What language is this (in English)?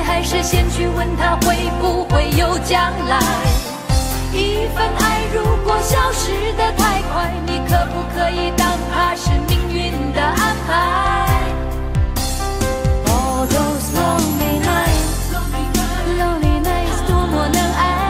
Chinese